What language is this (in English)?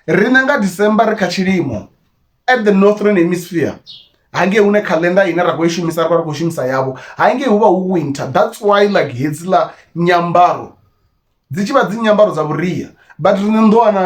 Venda